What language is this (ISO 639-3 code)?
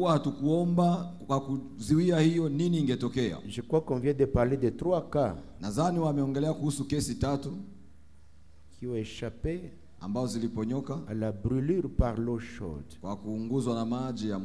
swa